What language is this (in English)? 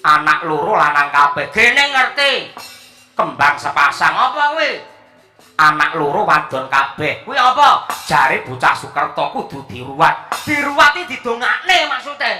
Javanese